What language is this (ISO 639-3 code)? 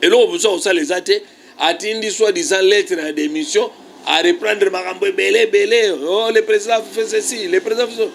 lin